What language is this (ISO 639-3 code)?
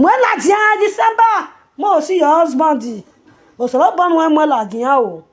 pcm